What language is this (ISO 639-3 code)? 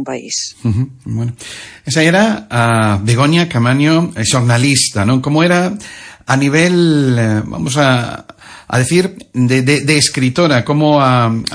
glg